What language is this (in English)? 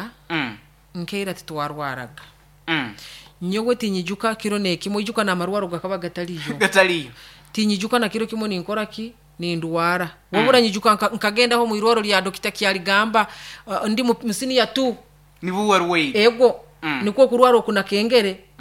Nyoro